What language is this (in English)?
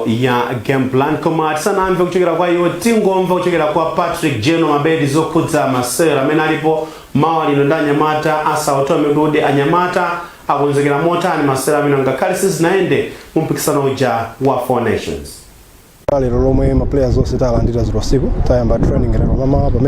Nyanja